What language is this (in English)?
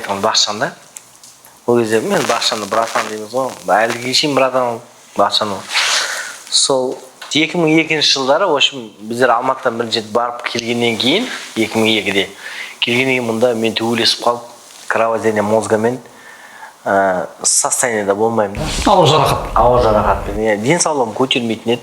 Kazakh